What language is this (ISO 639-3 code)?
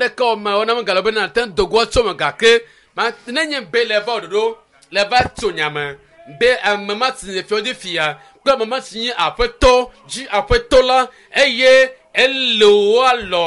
ewe